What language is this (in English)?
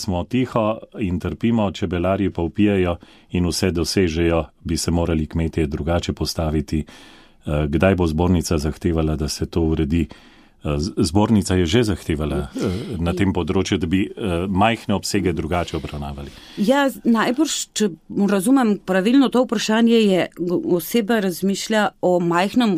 Slovenian